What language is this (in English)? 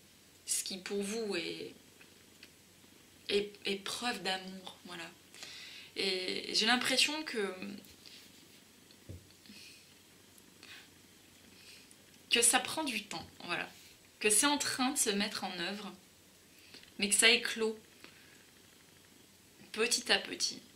French